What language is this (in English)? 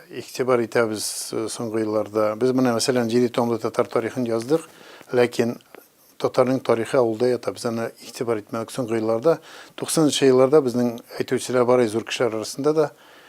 Tatar